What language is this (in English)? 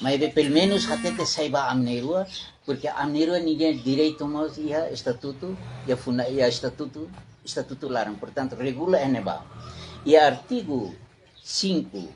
Tetum